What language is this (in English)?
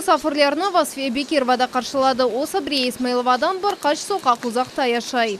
Crimean Tatar